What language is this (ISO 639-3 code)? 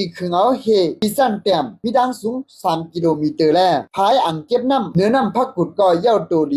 shn